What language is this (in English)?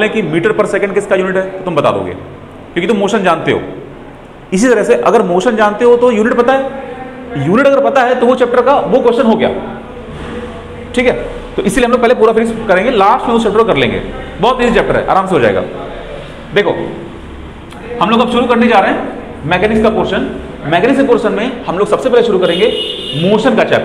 Hindi